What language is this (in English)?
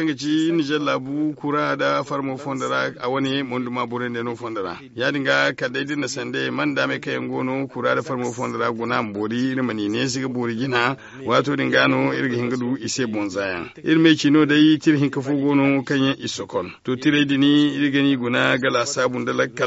Zarma